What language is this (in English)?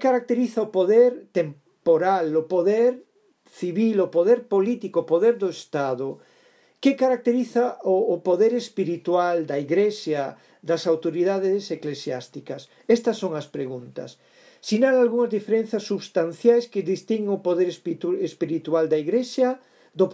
Galician